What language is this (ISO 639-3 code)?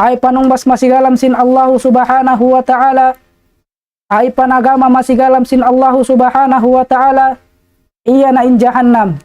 tsg